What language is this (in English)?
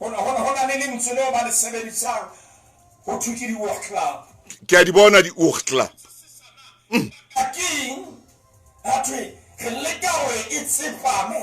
Southern Sotho